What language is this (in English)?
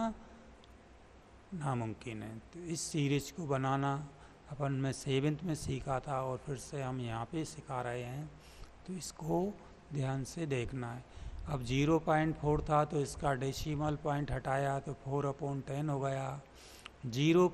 Hindi